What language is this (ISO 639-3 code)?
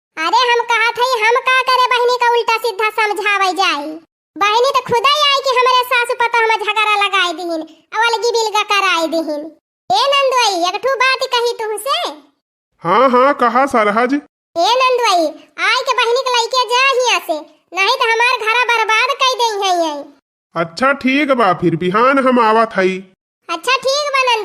awa